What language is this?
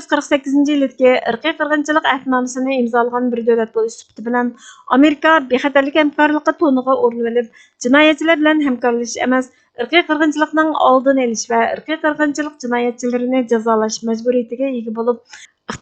Uyghur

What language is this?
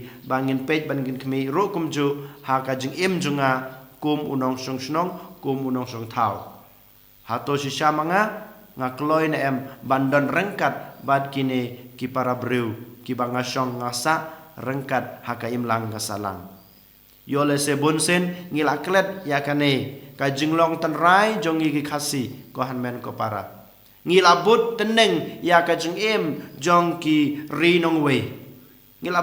Khasi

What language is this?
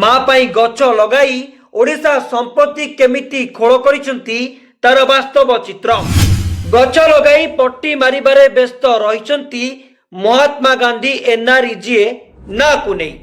Odia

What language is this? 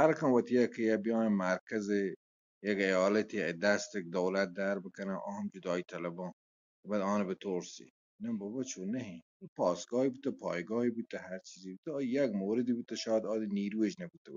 Baluchi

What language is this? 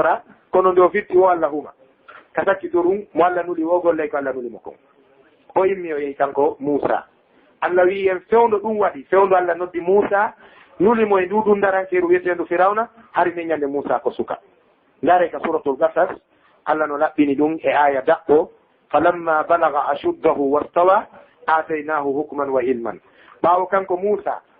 Fula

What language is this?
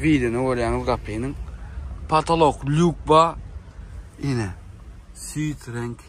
Turkmen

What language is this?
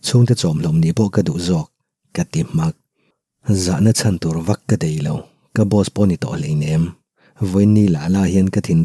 Mizo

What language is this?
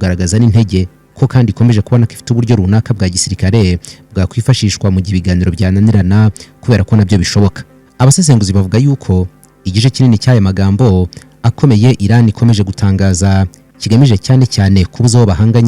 Kinyarwanda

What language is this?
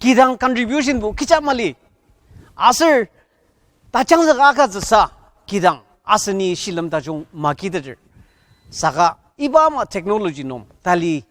Ao Naga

